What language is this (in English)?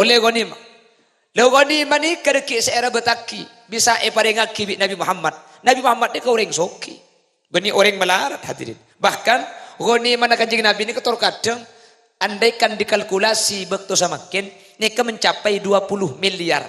Madurese